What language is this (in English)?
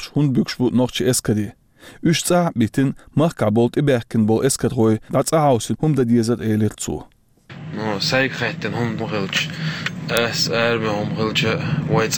Chechen